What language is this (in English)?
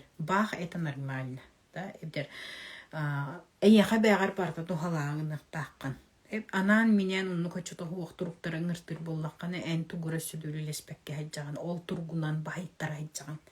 Yakut